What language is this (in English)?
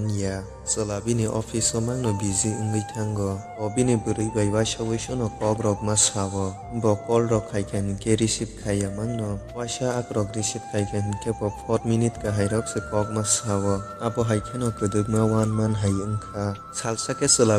Kok Borok